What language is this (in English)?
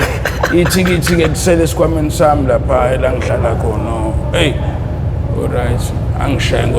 Zulu